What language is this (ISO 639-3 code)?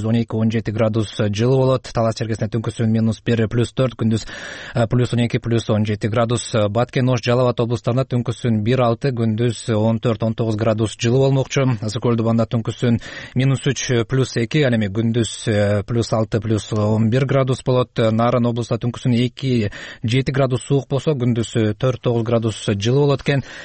kir